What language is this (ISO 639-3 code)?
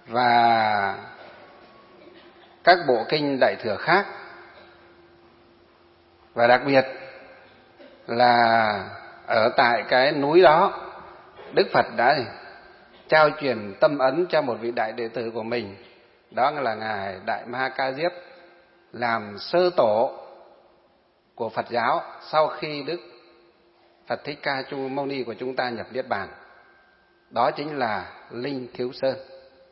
vie